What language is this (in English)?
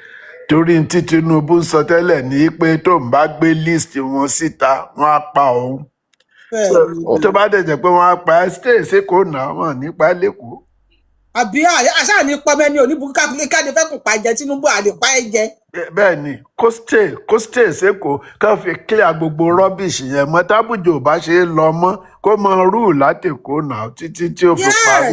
Yoruba